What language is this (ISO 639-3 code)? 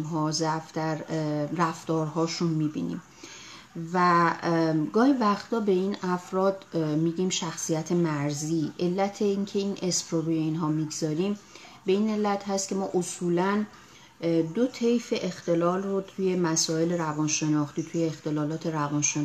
fas